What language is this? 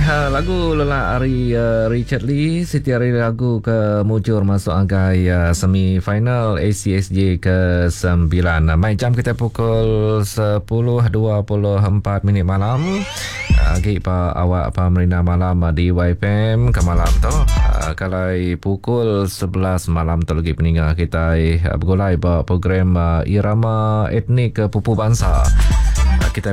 Iban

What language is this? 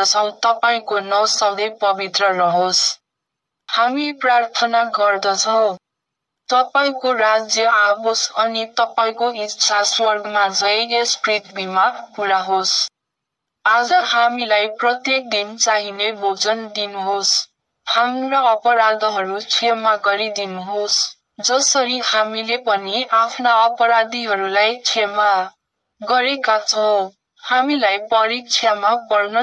Nepali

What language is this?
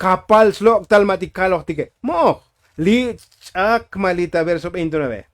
Tzotzil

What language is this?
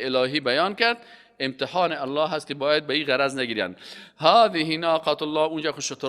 Persian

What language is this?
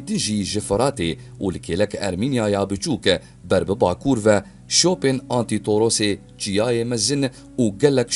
Kurdish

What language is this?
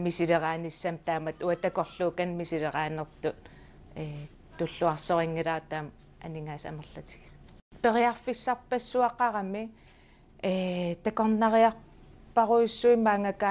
Kalaallisut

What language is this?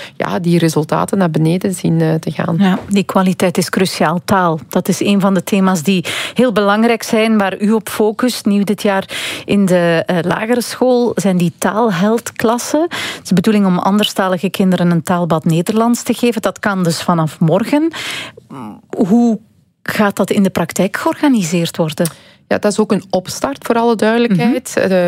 Dutch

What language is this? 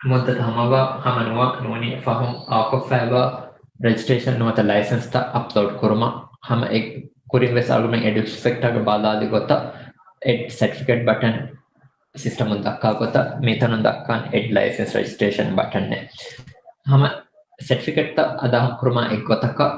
Divehi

